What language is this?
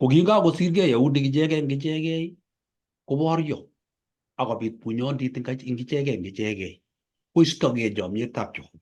Kalenjin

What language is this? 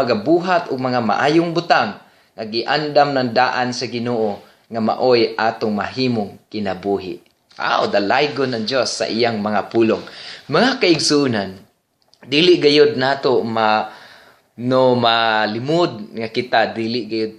Cebuano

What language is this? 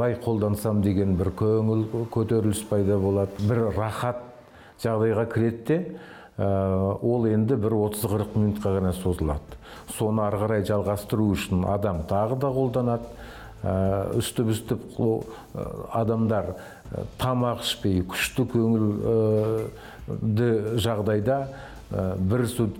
Kazakh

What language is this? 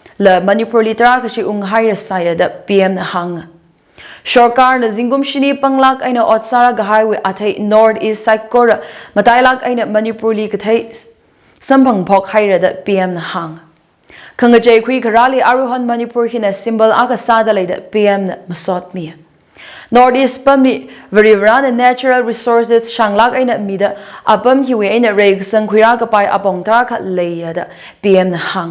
Tangkhul Naga (India)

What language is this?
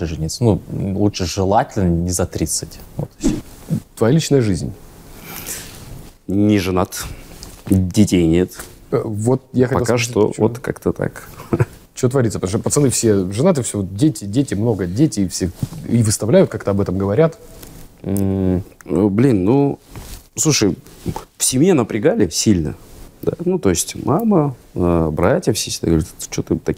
Russian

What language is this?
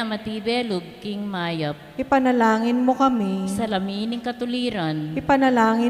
Pampanga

